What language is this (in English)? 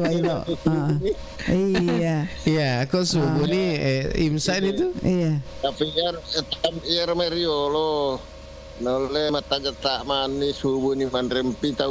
Buginese